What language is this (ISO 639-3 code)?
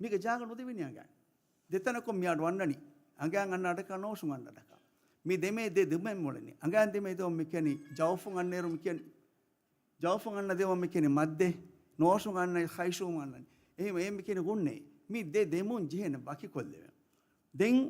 div